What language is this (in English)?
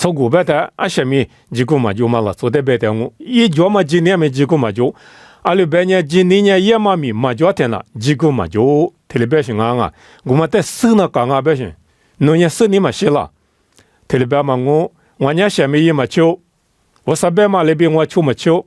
Lisu